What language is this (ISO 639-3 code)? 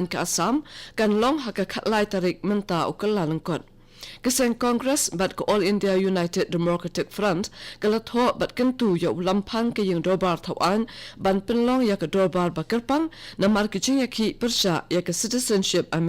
kha